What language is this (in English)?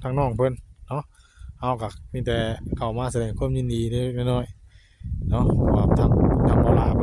Northeastern Thai